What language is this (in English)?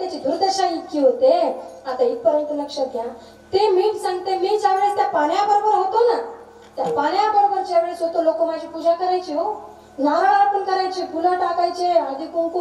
Marathi